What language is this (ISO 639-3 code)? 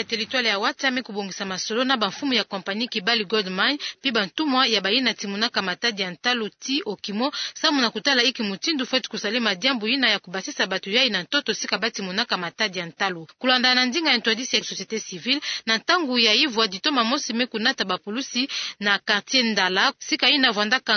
ktu